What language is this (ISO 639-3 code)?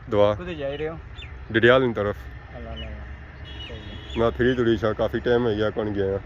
phr